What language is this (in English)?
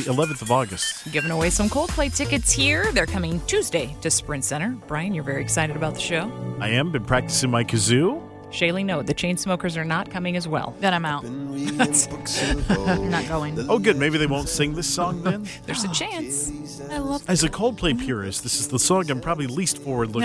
English